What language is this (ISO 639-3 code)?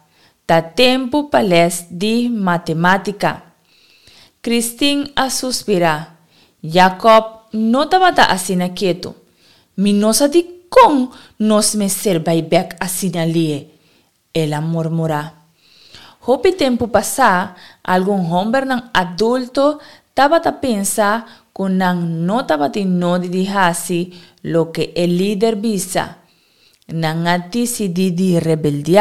pap